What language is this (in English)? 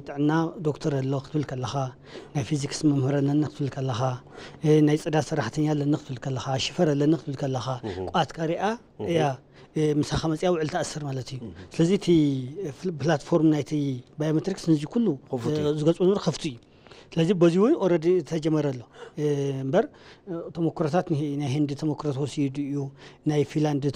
Tigrinya